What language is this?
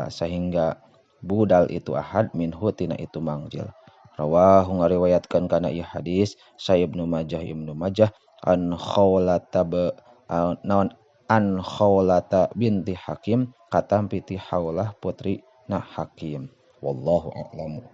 Sundanese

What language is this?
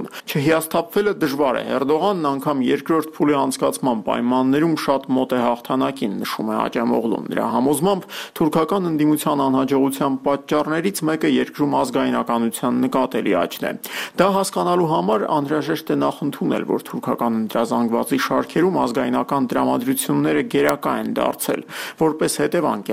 Armenian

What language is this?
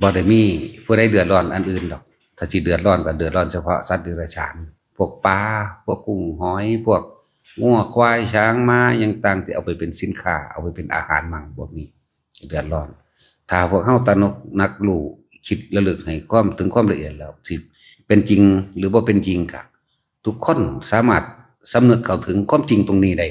Lao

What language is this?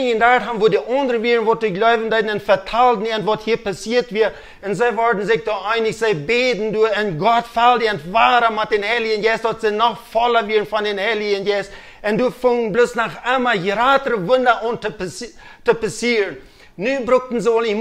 Plautdietsch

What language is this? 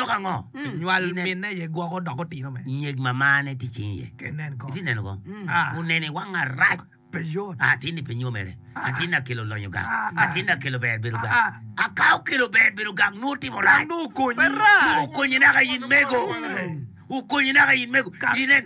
Acoli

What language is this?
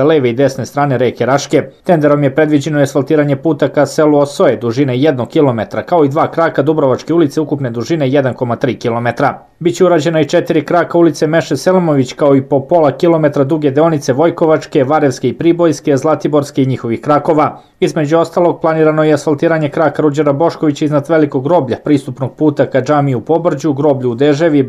Serbian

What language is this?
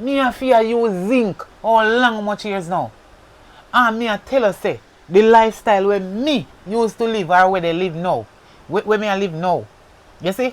Jamaican Creole English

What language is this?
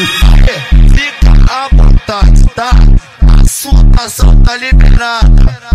Portuguese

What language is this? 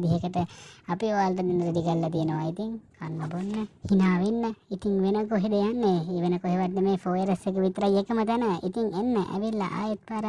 Sinhala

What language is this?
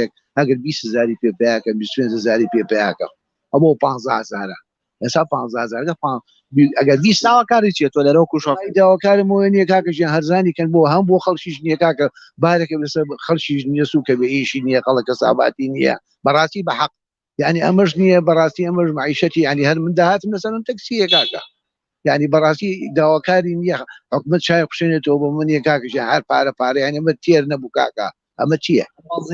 Central Kurdish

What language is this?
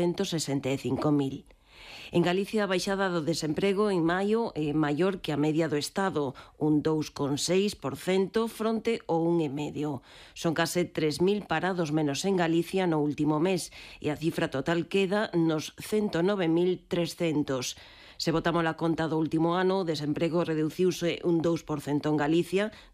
Galician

